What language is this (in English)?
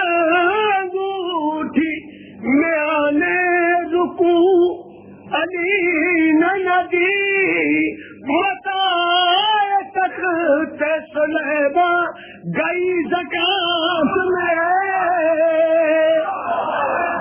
Urdu